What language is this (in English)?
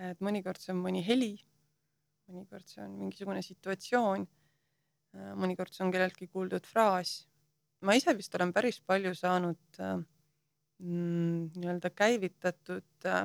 Estonian